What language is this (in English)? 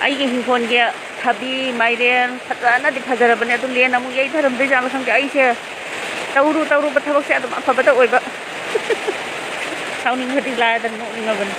Manipuri